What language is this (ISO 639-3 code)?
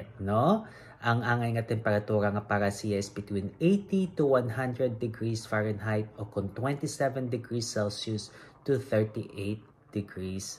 hil